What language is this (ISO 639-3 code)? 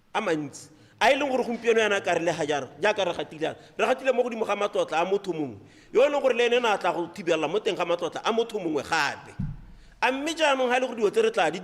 tsn